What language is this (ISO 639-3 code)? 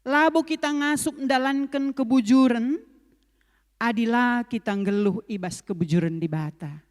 btx